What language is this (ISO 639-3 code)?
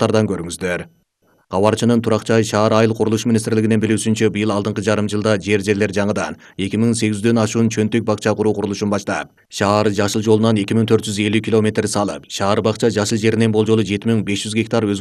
kir